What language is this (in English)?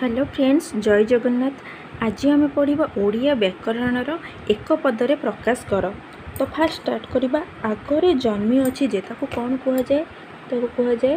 Odia